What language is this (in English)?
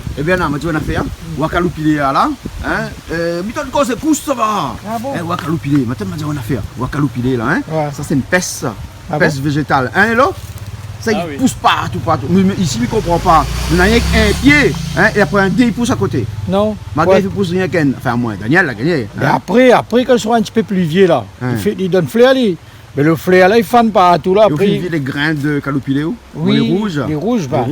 Réunion Creole French